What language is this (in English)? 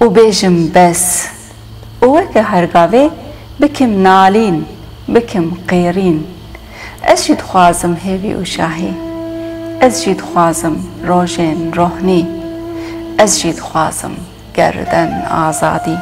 Kurdish